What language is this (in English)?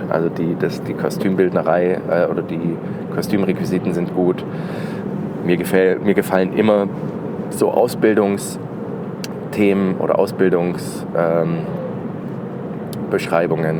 German